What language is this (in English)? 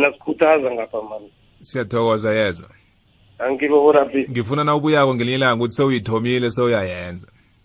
South Ndebele